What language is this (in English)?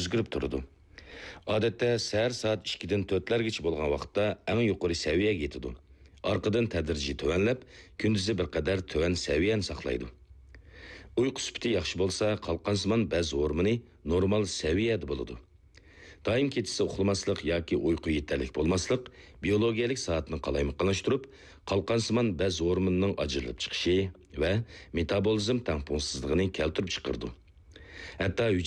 Uyghur